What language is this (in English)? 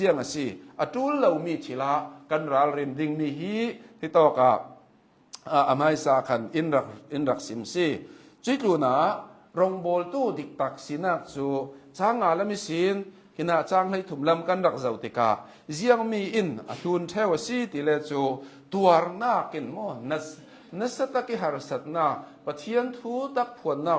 Hakha Chin